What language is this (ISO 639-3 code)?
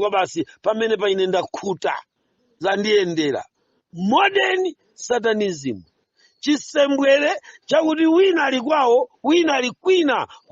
nya